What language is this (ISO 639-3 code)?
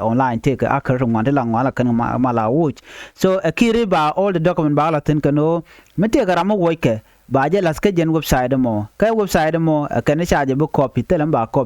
nus